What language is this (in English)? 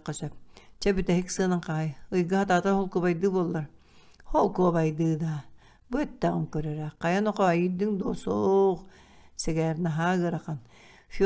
Yakut